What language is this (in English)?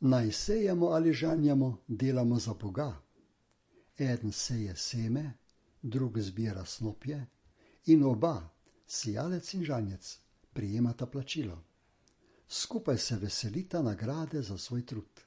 Slovenian